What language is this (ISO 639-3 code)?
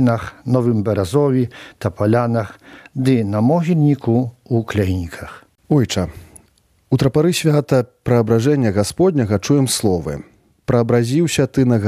bel